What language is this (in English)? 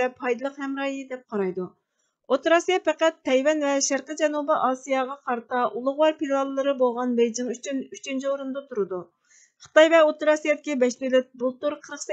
Uyghur